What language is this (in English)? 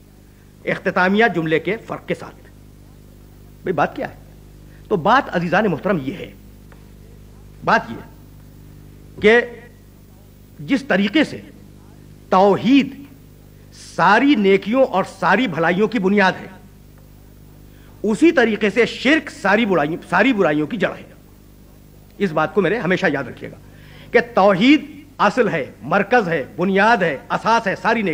Urdu